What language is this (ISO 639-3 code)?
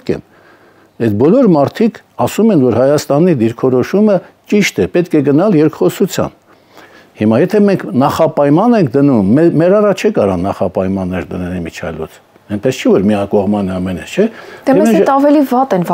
hye